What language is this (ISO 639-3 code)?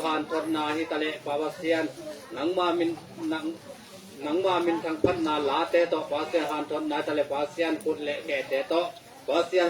ctd